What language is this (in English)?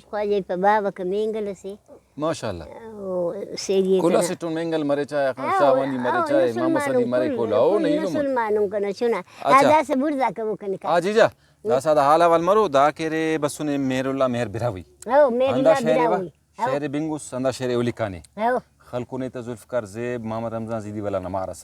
Brahui